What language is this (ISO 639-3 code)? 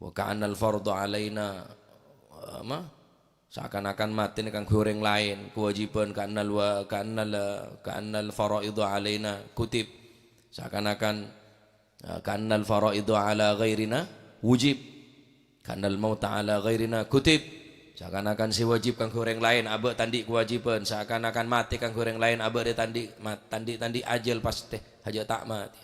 mad